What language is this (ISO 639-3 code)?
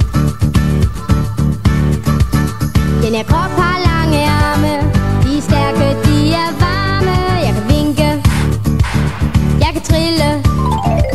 dan